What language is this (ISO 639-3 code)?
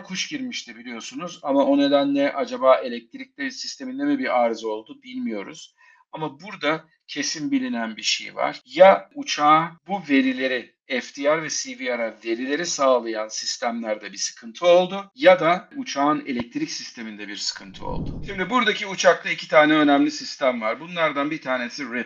tur